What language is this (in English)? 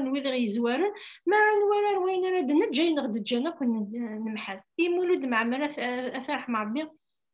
Kabyle